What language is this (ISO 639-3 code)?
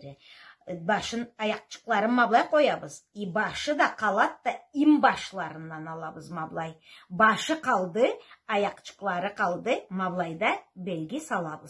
krc